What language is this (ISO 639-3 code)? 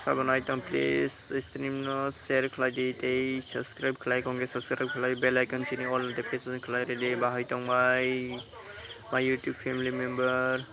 trp